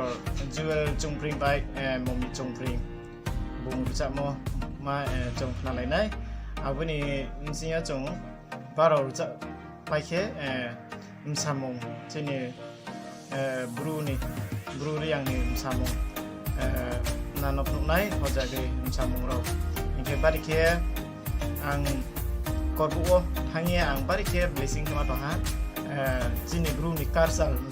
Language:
Riang (India)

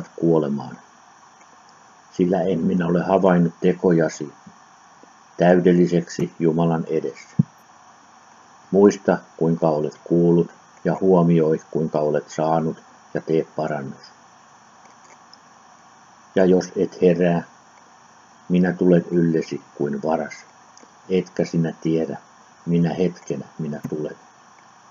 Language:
Finnish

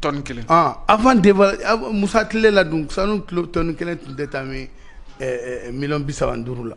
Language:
Bambara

